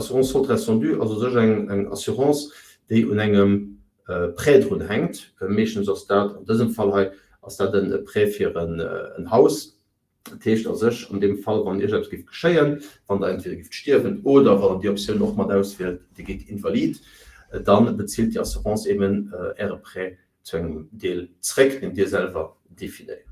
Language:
Luxembourgish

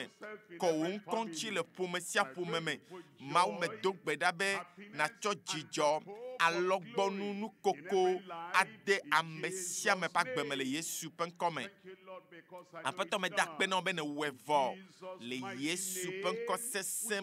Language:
Ewe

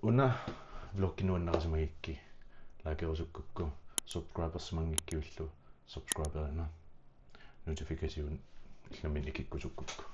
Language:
Kalaallisut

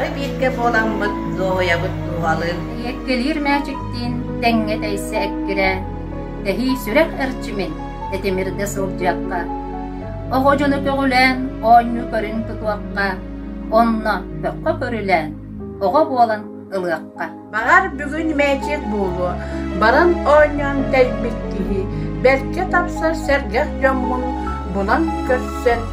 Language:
Yakut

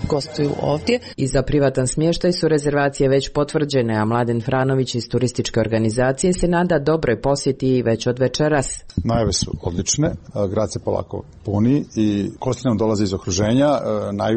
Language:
Serbian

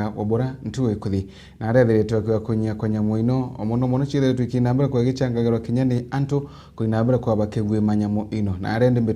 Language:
Meru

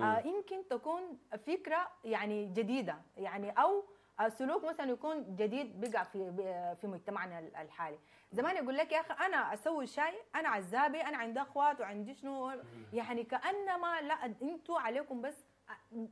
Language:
Sudanese Arabic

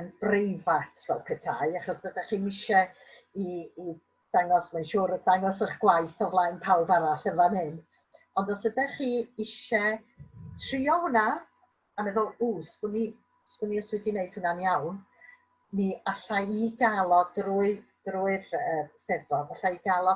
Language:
Welsh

